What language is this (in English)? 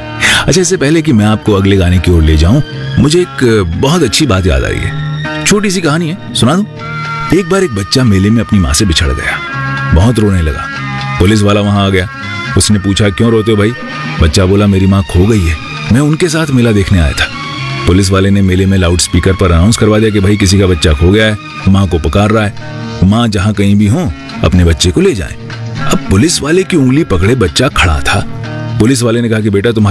Hindi